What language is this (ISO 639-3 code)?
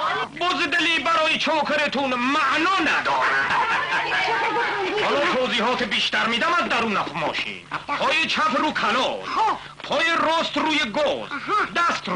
fas